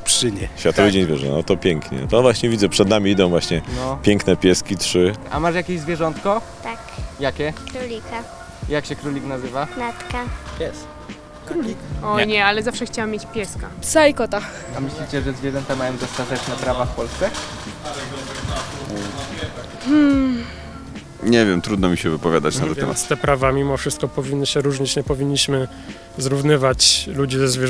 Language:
Polish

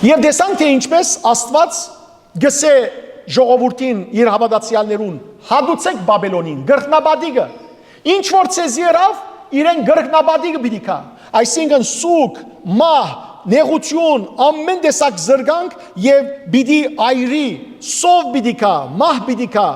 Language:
Western Armenian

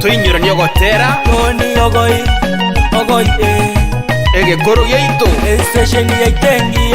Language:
Gusii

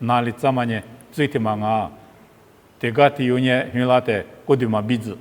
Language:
Lisu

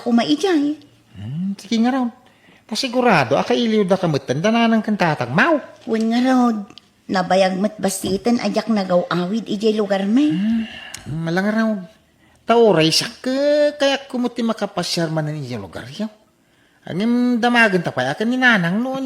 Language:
Iloko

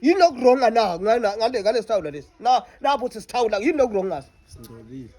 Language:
Zulu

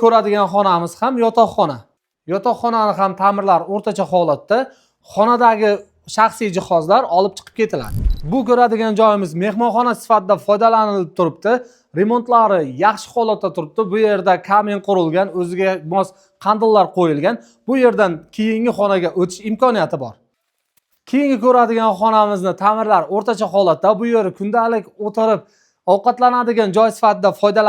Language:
Uzbek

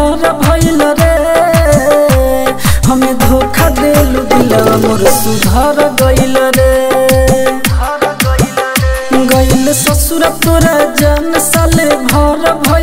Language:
Bhojpuri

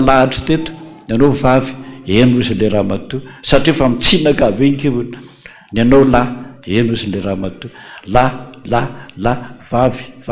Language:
Malagasy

